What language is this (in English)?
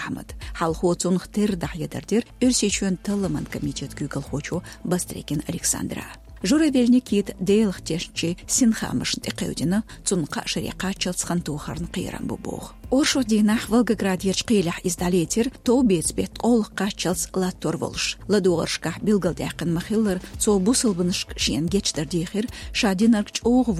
Chechen